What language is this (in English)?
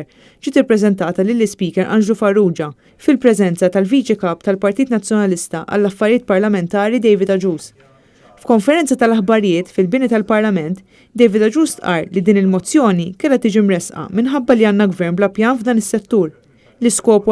Maltese